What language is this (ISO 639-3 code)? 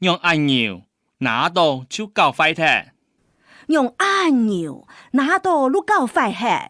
hak